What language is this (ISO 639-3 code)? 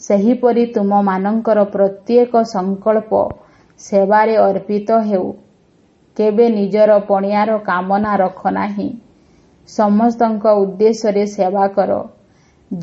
ori